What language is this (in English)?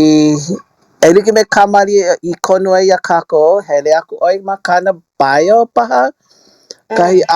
Hawaiian